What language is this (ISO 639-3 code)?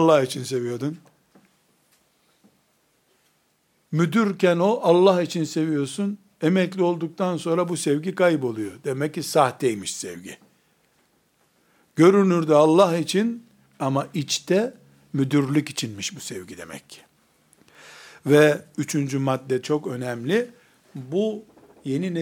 tur